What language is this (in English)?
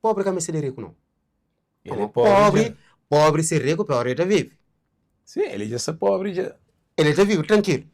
Kabuverdianu